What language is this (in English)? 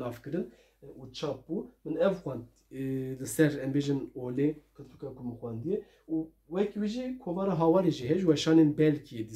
Kurdish